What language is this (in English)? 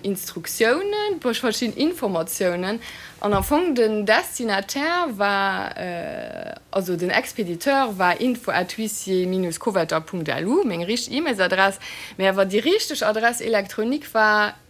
Luxembourgish